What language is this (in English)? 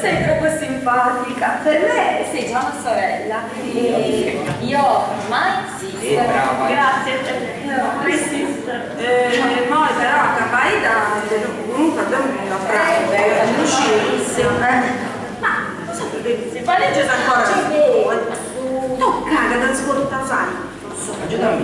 Sardinian